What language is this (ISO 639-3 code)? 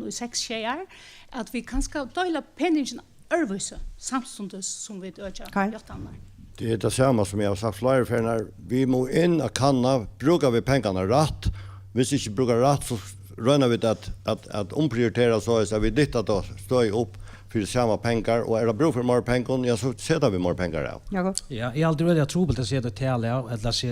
fao